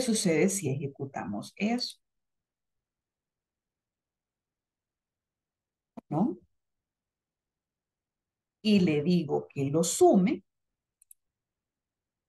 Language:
Spanish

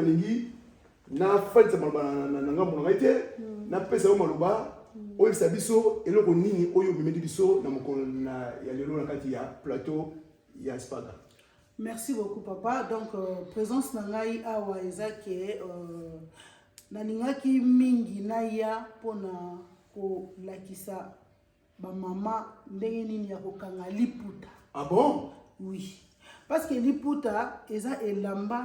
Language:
Lingala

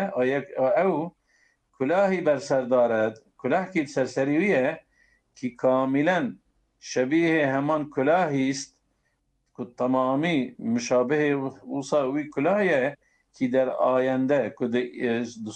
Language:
Kurdish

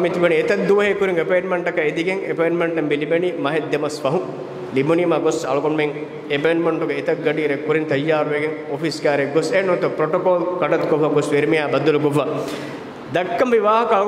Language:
Divehi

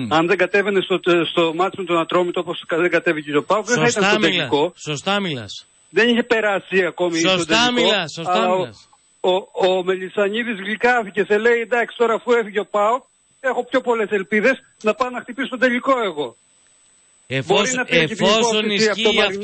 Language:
Greek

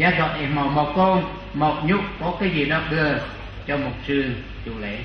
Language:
Central Mnong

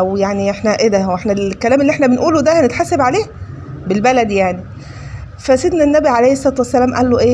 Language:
Egyptian Arabic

